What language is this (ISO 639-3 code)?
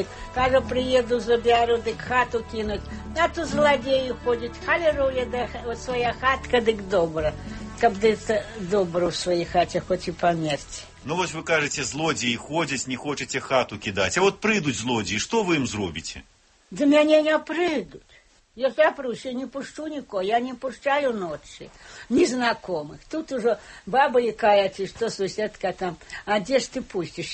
bel